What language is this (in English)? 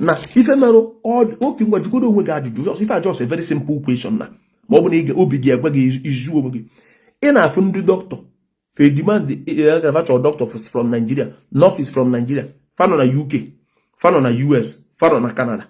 Igbo